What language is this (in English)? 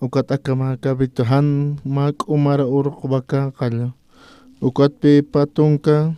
Aymara